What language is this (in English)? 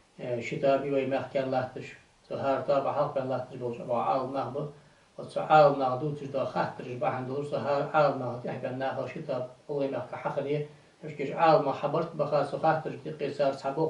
Ingush